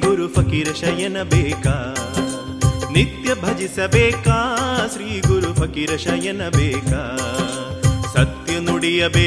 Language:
Kannada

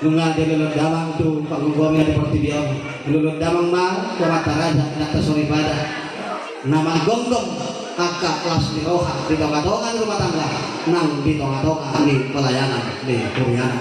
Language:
Batak Toba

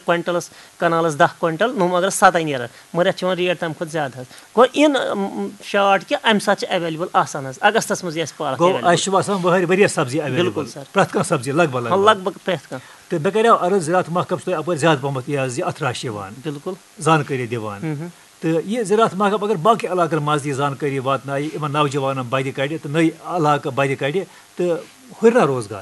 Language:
Kashmiri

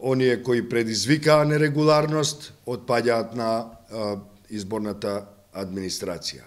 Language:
Macedonian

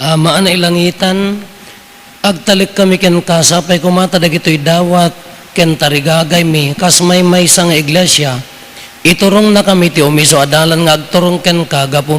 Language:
Iloko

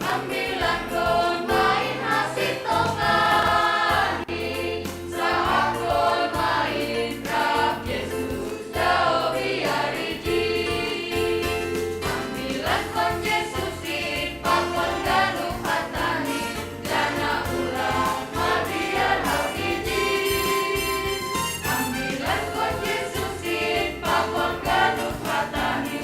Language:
Batak Simalungun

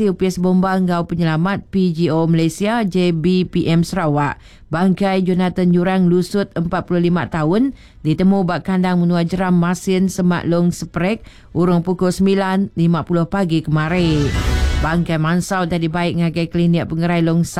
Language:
Iban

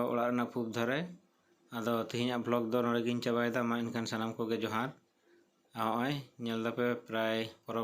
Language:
Santali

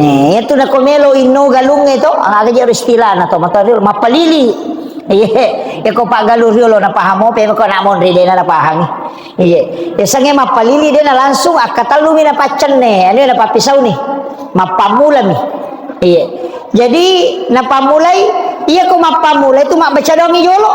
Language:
Buginese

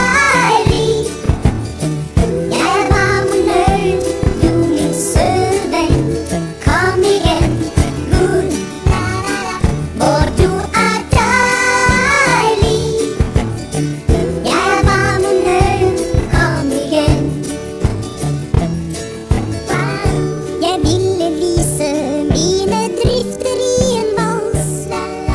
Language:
Norwegian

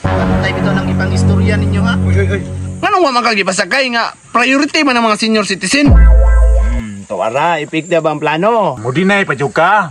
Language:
Cebuano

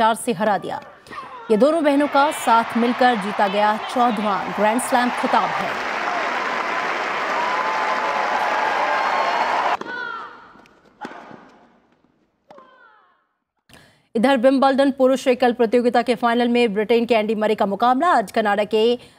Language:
Hindi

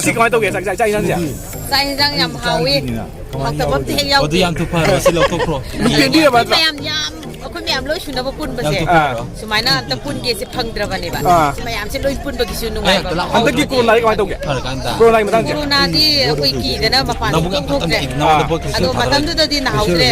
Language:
Manipuri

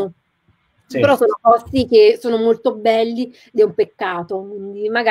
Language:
Italian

